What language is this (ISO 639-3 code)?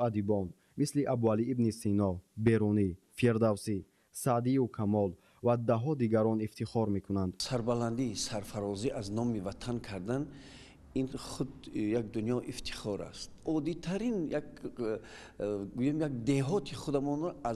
tgk